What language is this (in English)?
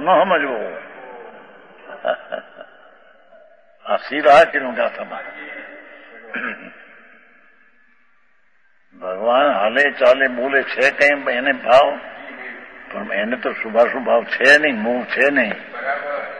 Gujarati